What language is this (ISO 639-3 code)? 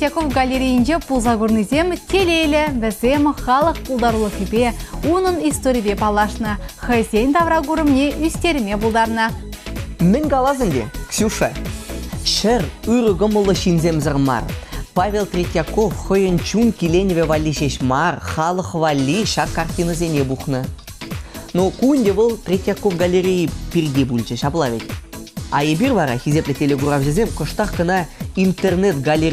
chv